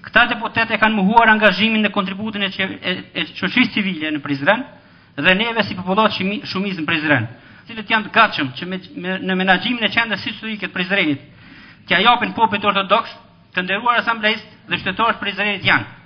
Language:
Albanian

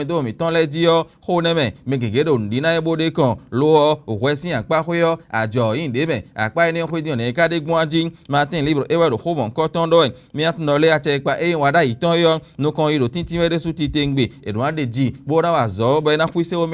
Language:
Fon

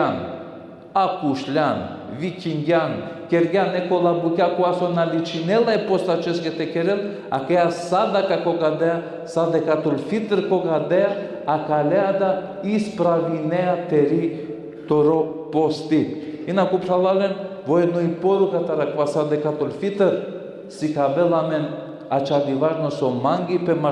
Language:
Balkan Romani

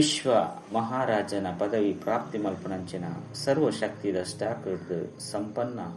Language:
Tulu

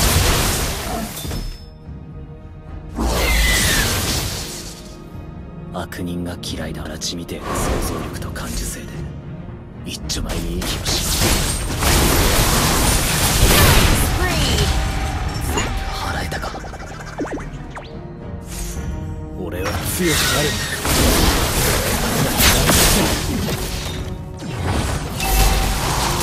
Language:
Japanese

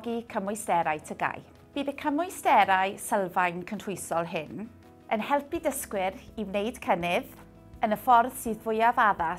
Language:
Welsh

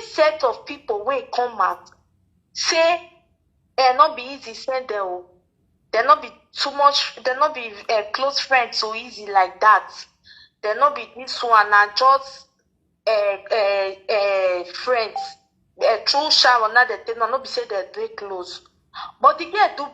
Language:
Nigerian Pidgin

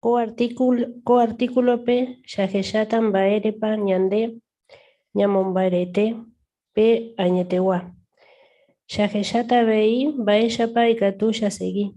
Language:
Guarani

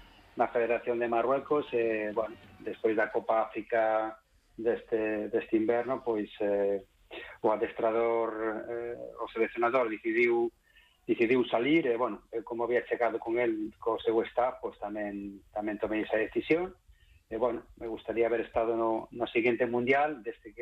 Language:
Galician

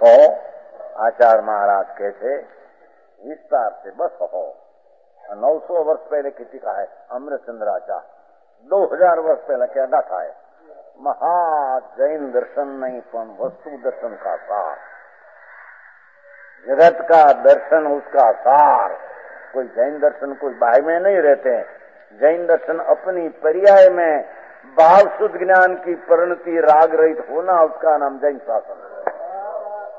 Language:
Hindi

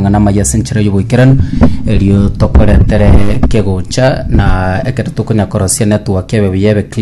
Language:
Gusii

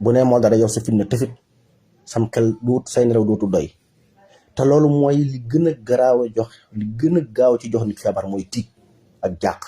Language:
Wolof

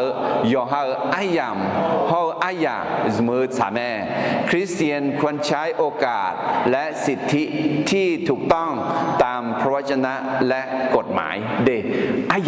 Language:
Akha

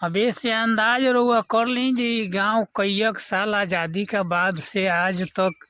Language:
Bhojpuri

